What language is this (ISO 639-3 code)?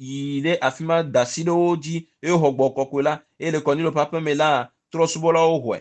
ewe